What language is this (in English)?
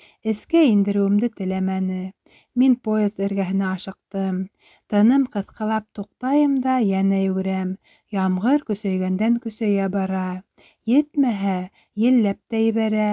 Bashkir